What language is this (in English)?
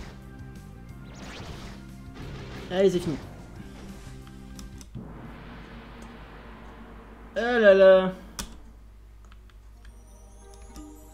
French